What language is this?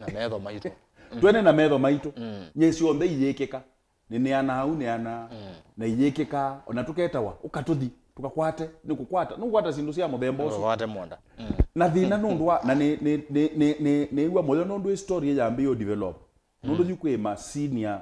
Kamba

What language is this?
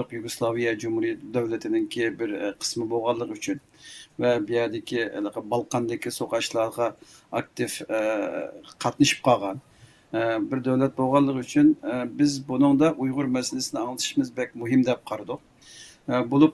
Uyghur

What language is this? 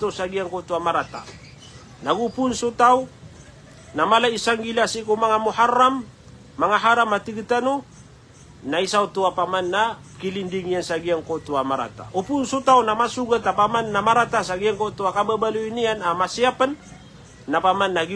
Maranao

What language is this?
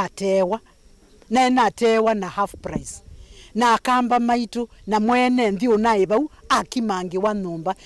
Kamba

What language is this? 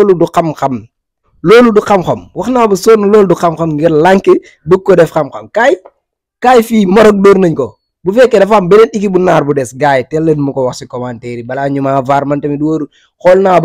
Wolof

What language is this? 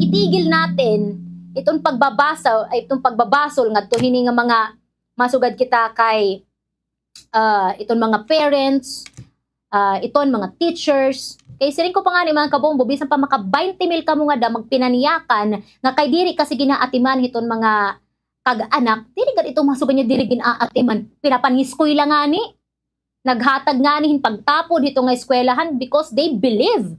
Waray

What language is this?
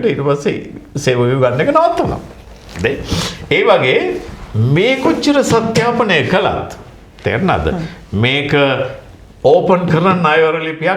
Sinhala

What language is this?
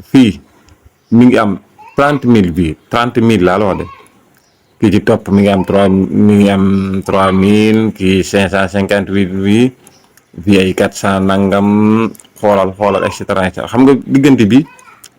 Wolof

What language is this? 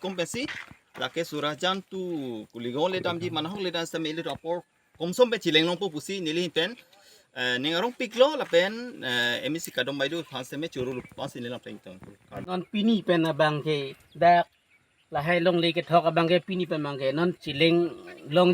Karbi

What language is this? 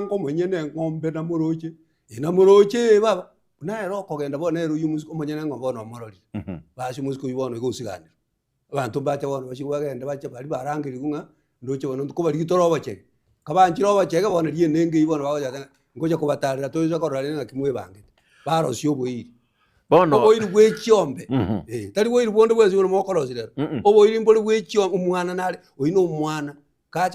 Gusii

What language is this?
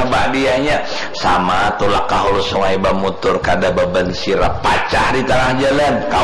Banjar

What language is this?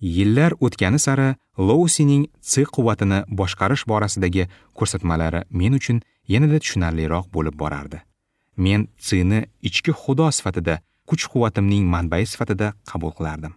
Uzbek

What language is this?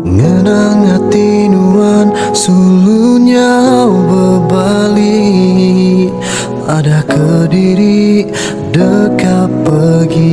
Iban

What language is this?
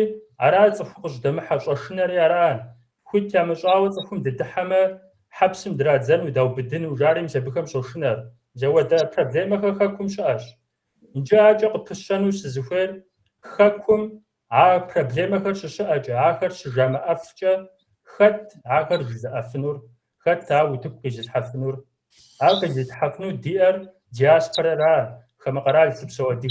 Kabardian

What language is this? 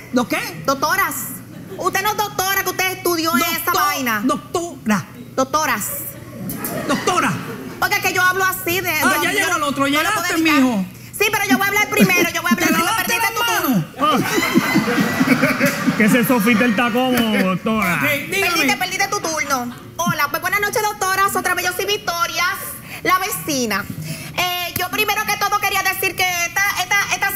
Spanish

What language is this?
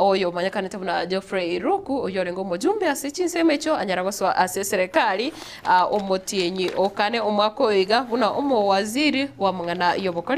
Gusii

